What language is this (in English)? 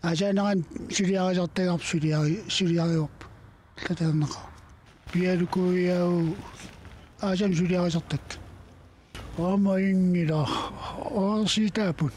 Kalaallisut